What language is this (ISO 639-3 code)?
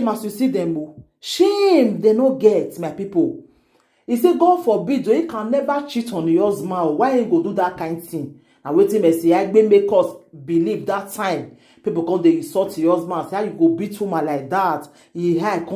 pcm